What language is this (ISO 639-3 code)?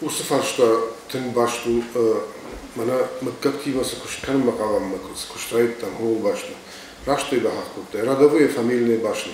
oss